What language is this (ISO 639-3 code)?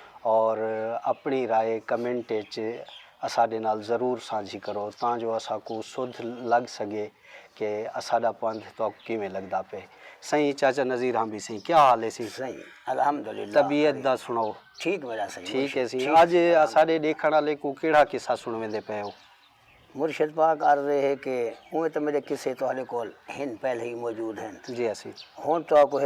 skr